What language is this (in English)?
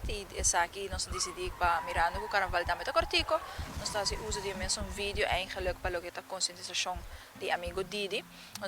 Papiamento